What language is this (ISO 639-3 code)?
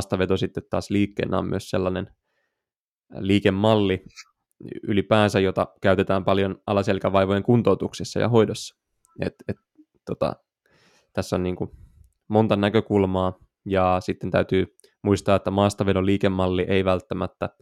fin